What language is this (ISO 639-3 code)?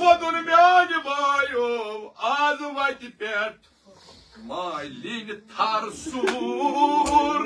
kas